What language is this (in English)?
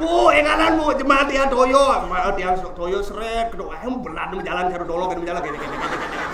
Balinese